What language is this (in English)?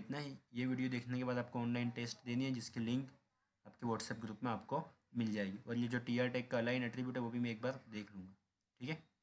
Hindi